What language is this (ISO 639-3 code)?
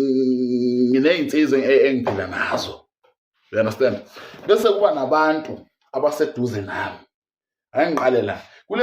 zul